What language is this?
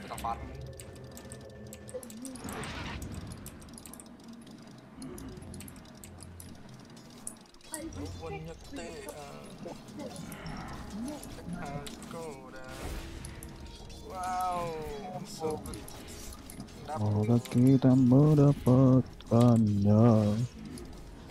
Indonesian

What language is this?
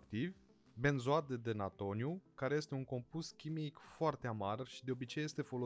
Romanian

